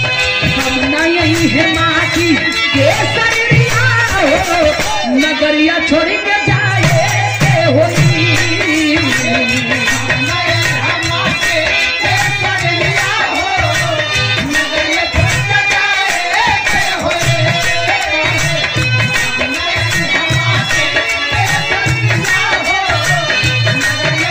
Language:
Bhojpuri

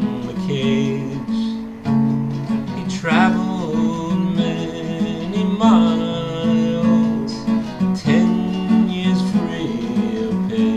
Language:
English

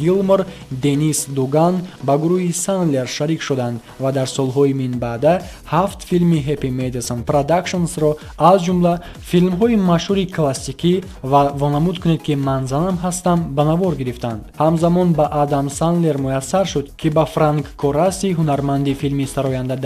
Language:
Tajik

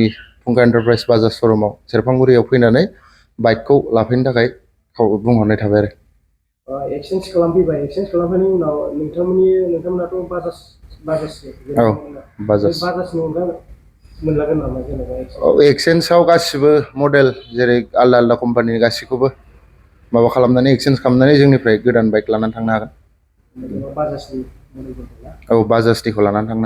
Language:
Bodo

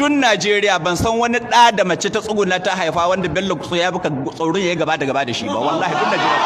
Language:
Hausa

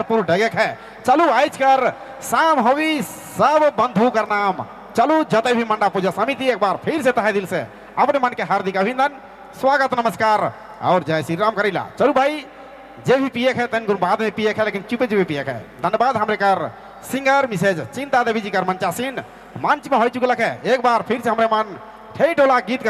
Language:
Sadri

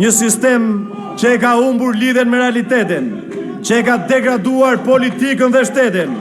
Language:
Albanian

